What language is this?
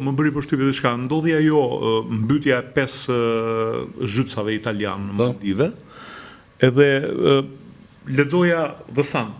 Albanian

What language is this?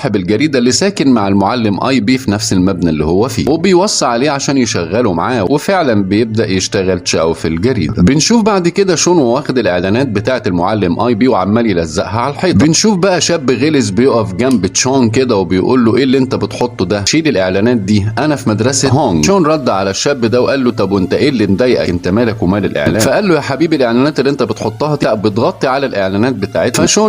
Egyptian Arabic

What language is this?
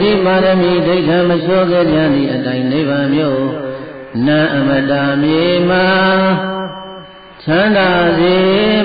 Burmese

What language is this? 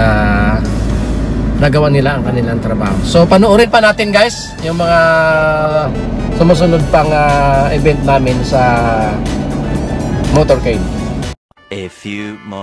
Filipino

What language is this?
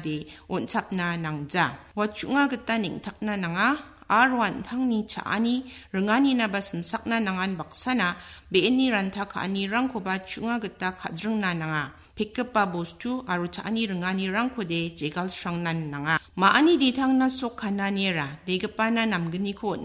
Garo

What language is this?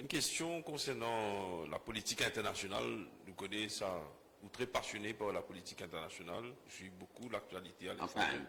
Morisyen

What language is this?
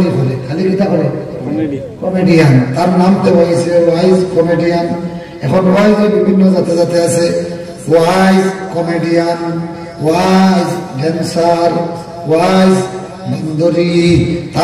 Sylheti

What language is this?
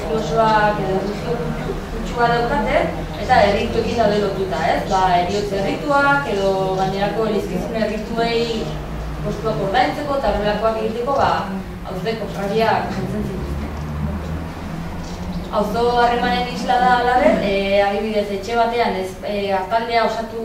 Basque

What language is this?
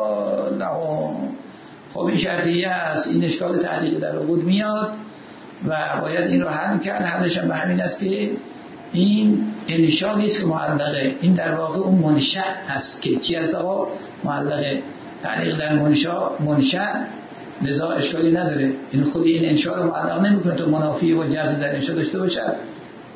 Persian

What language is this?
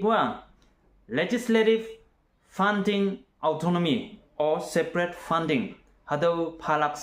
Konyak Naga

